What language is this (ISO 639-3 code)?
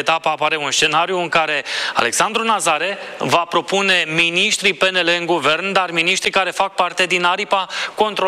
ron